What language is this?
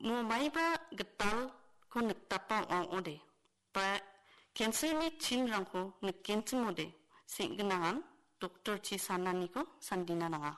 Garo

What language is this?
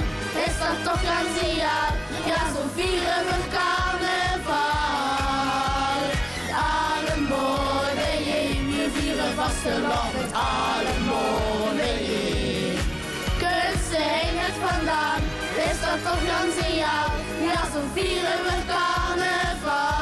Limburgish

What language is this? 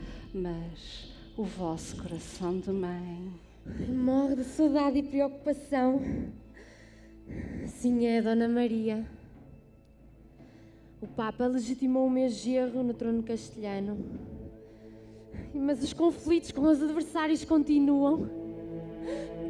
Portuguese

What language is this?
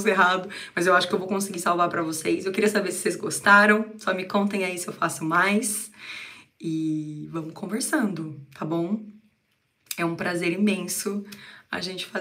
Portuguese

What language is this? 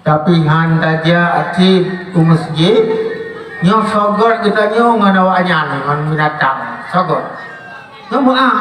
Achinese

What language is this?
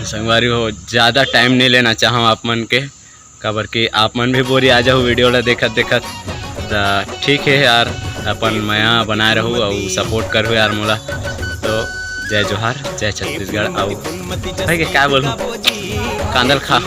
Chhattisgarhi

